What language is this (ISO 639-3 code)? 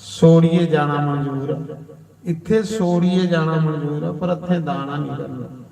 doi